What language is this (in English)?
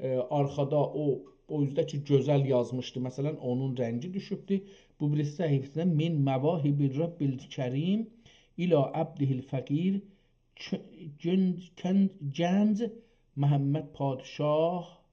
South Azerbaijani